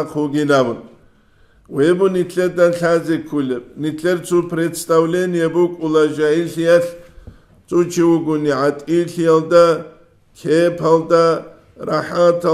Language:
Avaric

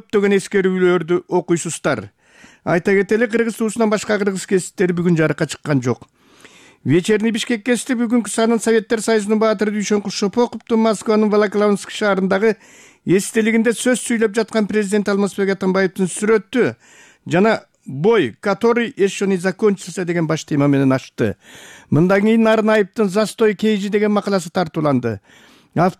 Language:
Kyrgyz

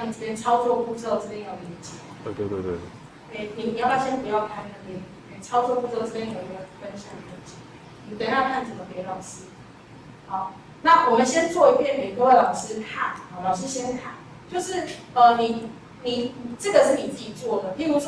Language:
Chinese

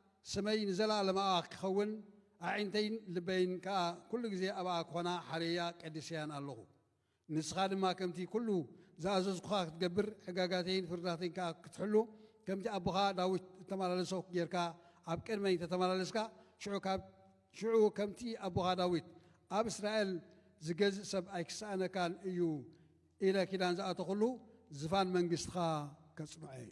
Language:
Tigrinya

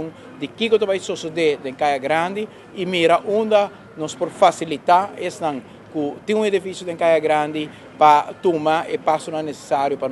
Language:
Papiamento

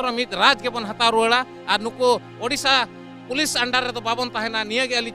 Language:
Santali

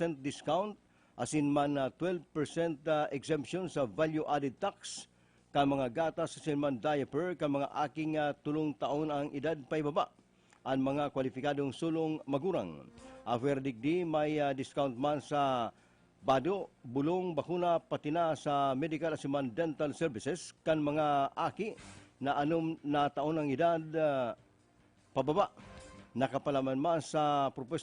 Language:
Bikol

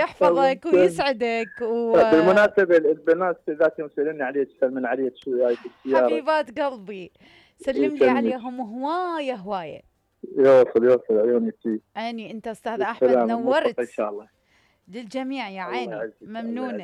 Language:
Mesopotamian Arabic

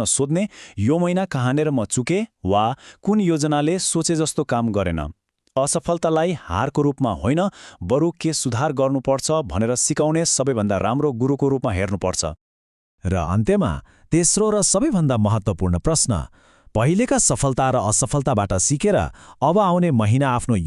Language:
Nepali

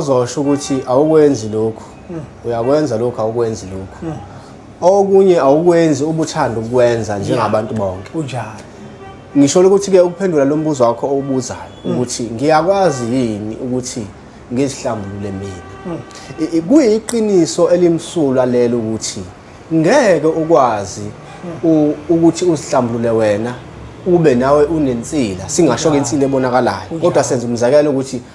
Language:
Zulu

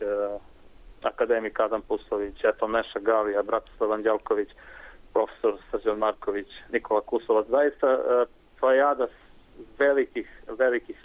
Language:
Serbian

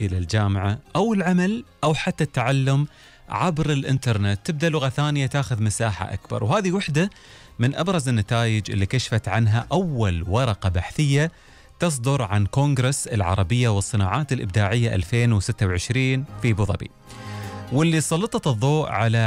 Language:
Gulf Arabic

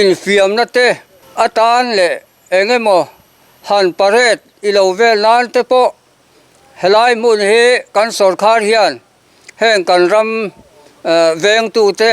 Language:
Mizo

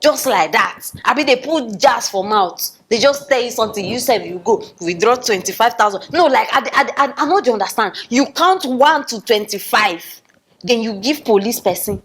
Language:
Nigerian Pidgin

